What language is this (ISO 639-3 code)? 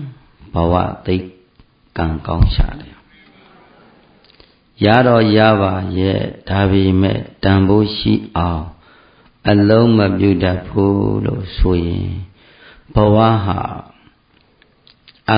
mya